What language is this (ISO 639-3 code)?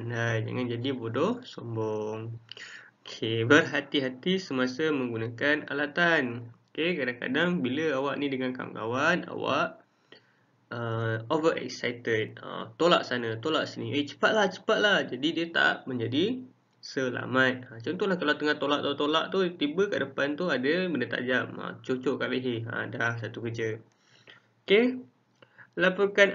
msa